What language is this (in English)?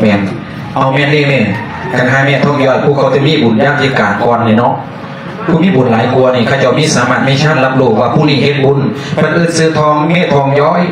Lao